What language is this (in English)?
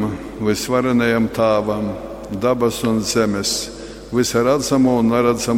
Latgalian